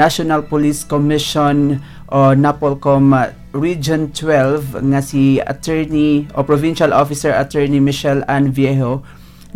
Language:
Hiligaynon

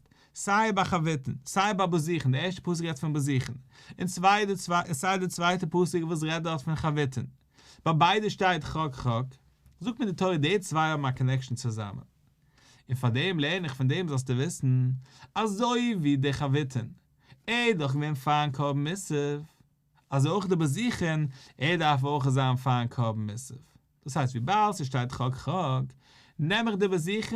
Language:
Yiddish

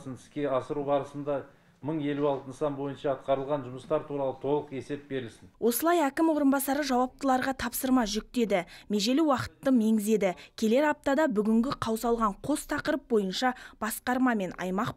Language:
Kazakh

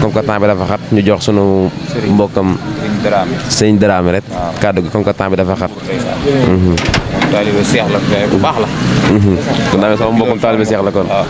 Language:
Wolof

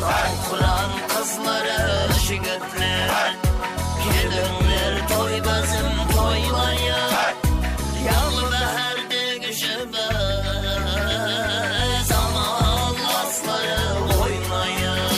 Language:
Kara-Kalpak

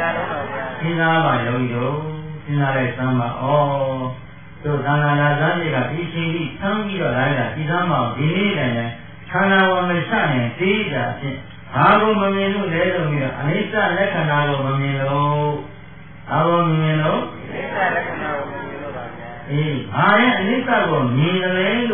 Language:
Burmese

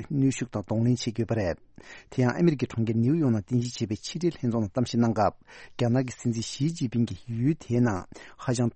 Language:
Tibetan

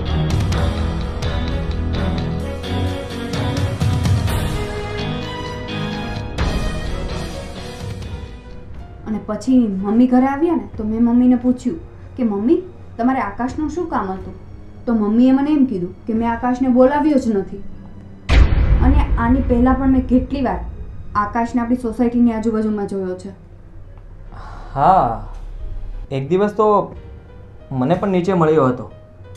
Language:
Gujarati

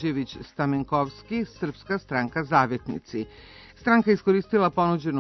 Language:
Serbian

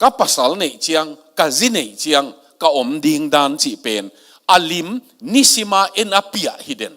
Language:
Tedim Chin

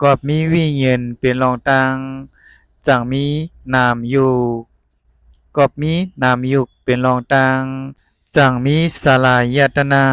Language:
Shan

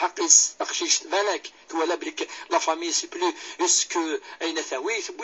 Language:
Kabyle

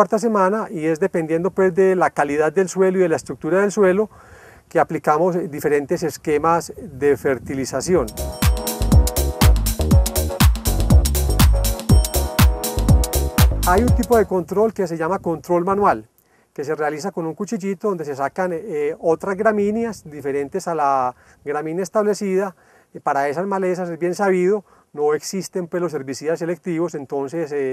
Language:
Spanish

